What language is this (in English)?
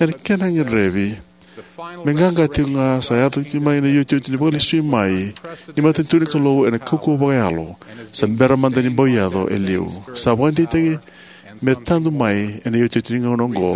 Fijian